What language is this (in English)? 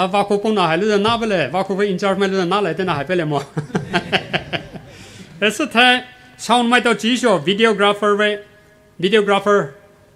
Poumei Naga